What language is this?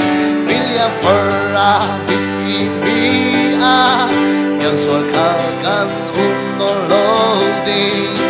Falam Chin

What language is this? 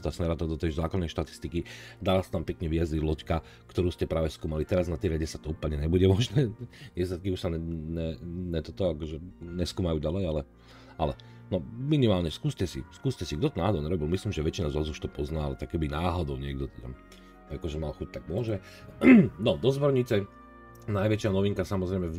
Slovak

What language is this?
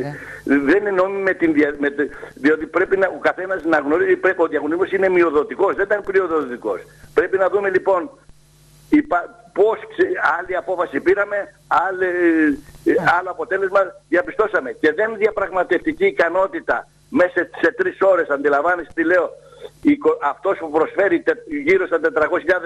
Greek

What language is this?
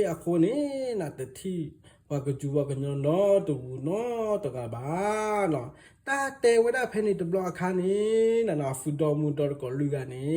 S'gaw Karen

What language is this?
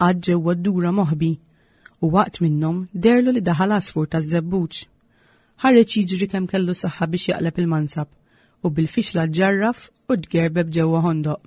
Maltese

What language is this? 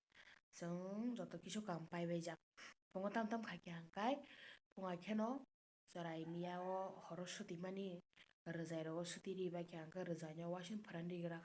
Kok Borok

